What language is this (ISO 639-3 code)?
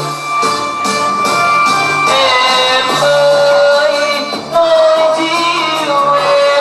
vie